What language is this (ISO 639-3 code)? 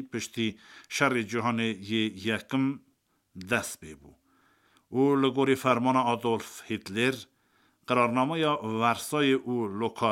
kur